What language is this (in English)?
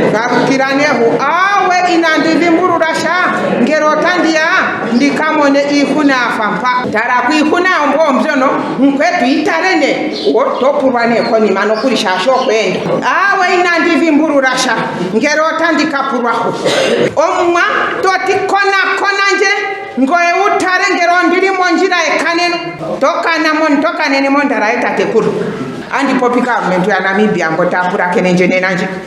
Ndonga